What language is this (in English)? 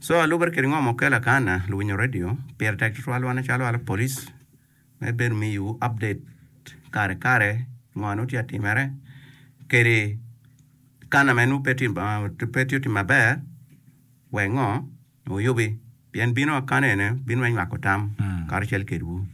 Acoli